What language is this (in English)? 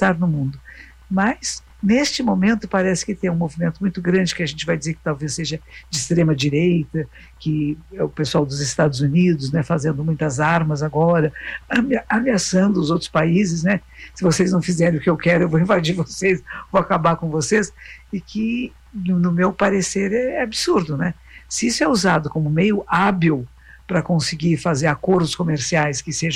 Portuguese